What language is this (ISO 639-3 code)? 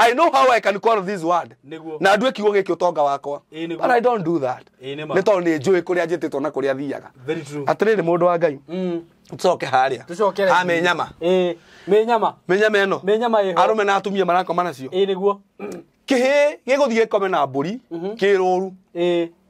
kik